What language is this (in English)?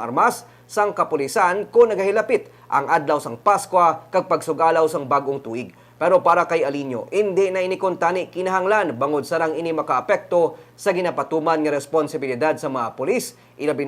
Hiligaynon